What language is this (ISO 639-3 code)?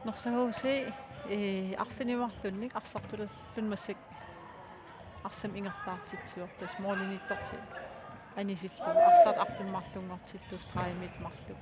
kal